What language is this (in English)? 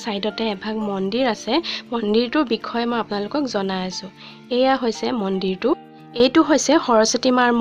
Assamese